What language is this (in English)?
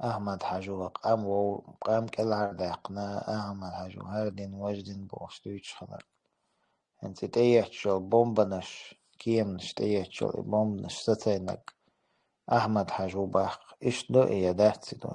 Chechen